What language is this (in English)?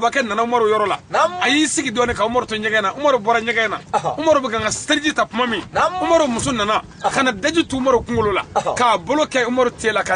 Bambara